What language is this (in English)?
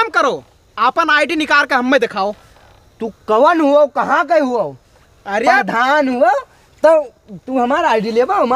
Awadhi